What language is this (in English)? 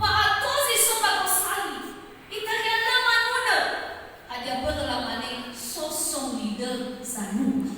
Nias